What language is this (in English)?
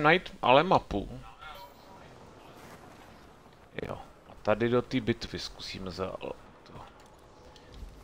Czech